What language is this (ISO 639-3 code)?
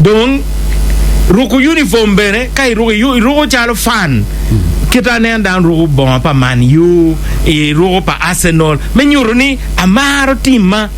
ach